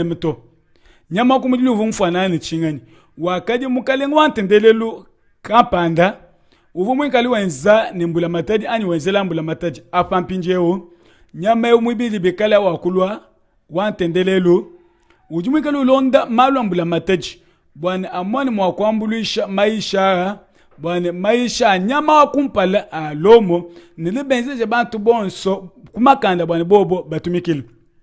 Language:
Luba-Lulua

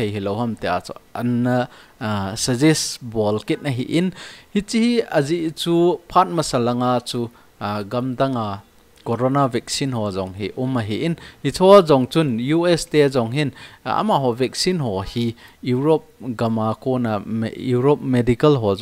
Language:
Thado Chin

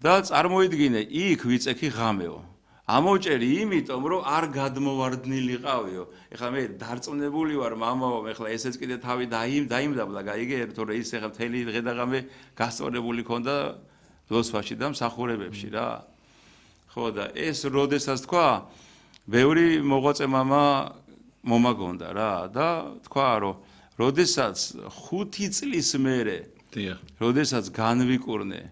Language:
Georgian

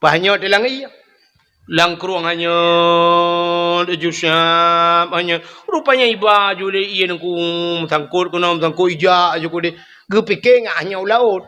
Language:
Achinese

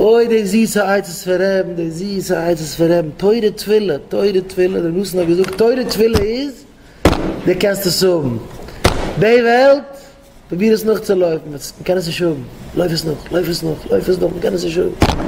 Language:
Yiddish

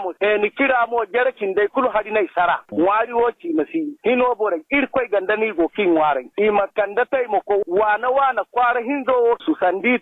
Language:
Zarma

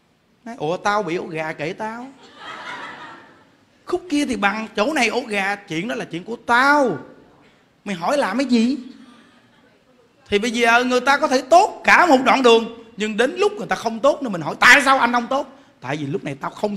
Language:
Vietnamese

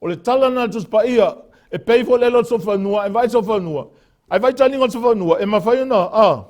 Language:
Samoan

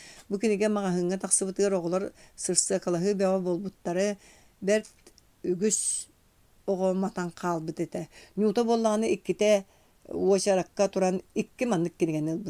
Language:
Yakut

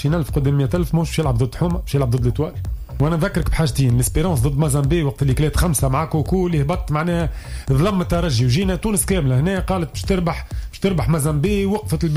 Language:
Tunisian Arabic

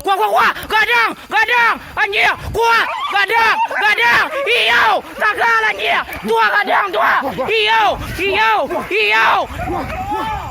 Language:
Minangkabau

